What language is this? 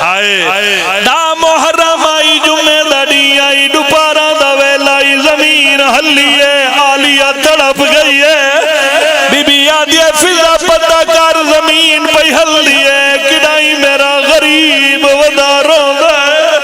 Pahari-Potwari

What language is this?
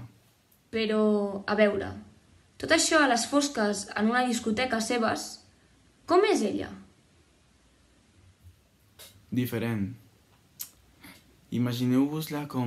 Catalan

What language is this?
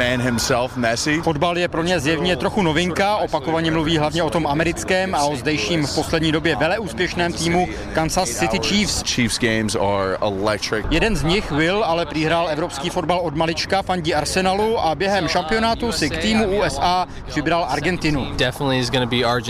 Czech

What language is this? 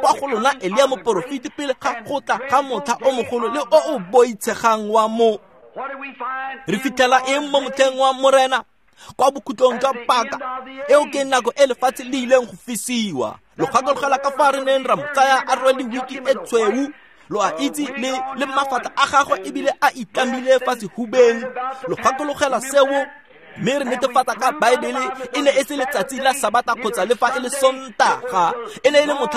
Tswana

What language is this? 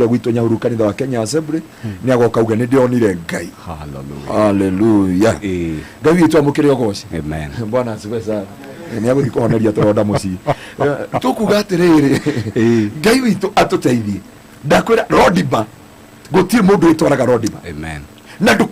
Kikuyu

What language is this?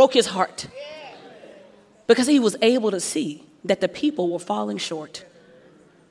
English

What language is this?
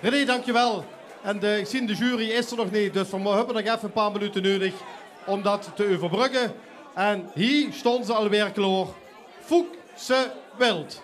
Limburgish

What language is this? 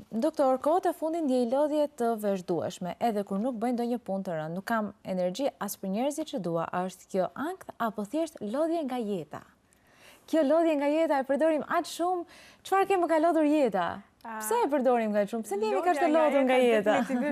Albanian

